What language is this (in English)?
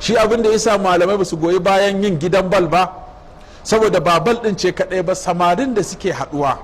Hausa